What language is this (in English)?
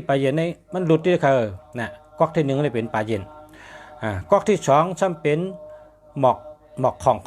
Shan